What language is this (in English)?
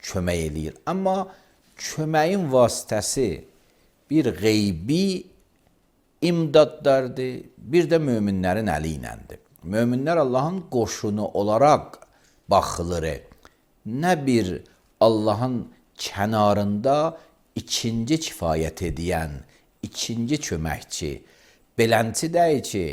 Azerbaijani